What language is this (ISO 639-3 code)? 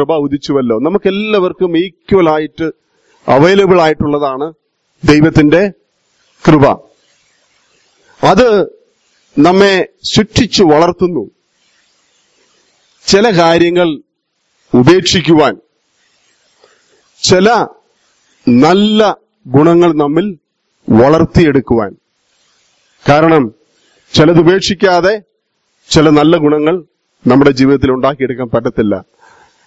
mal